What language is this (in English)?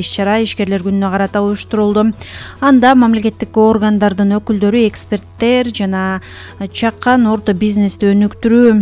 Kyrgyz